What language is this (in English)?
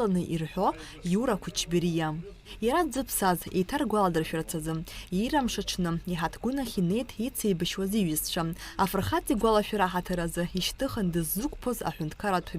Abkhazian